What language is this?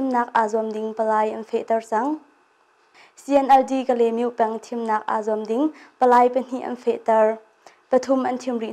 Hakha Chin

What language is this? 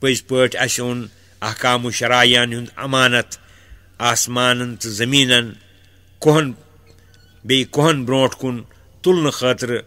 Kashmiri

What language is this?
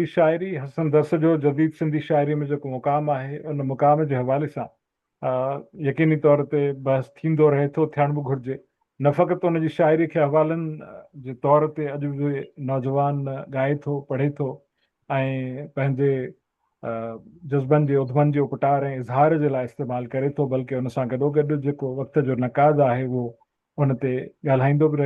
Sindhi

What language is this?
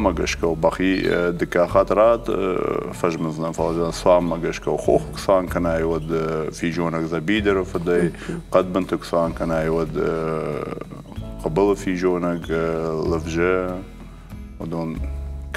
Ossetic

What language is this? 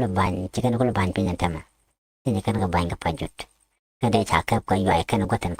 Nuer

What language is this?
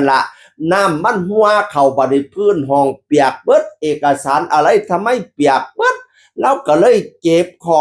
Northeastern Thai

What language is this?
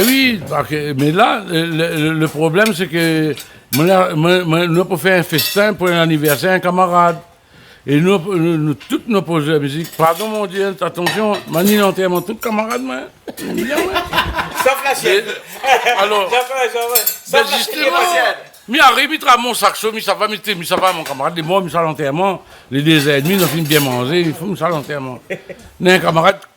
Réunion Creole French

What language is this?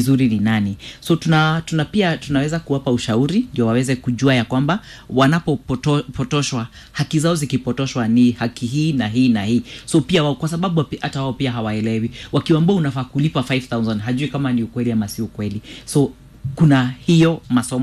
Swahili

